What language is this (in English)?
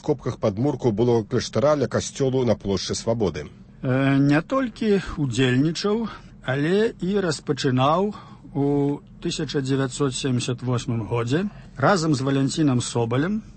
Belarusian